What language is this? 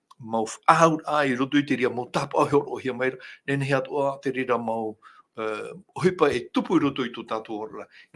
Tahitian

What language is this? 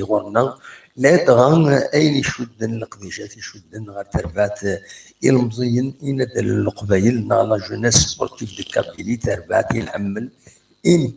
Kabyle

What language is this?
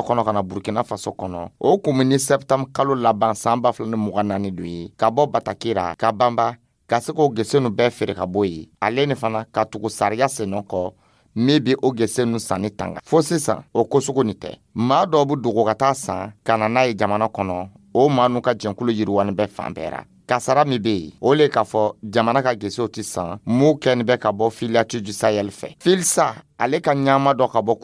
Dyula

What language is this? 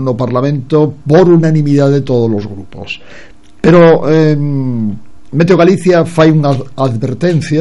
Galician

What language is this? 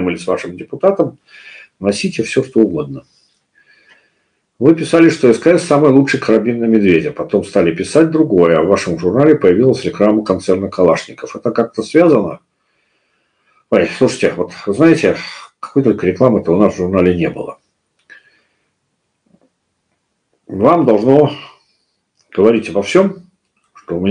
Russian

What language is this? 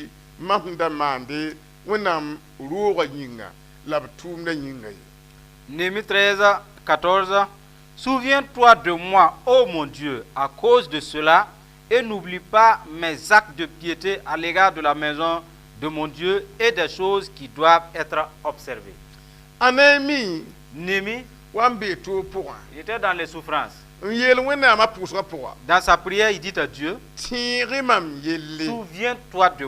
Mossi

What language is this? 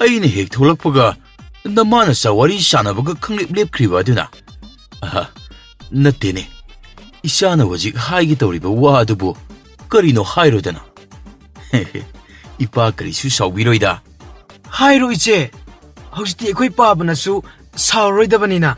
Manipuri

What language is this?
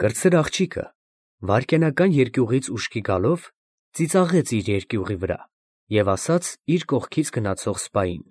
Armenian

